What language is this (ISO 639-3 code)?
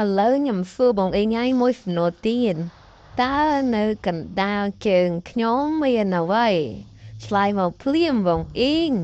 khm